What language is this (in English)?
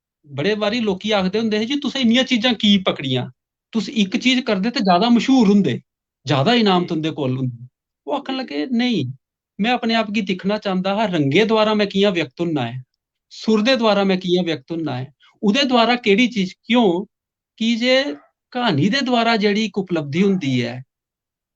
Dogri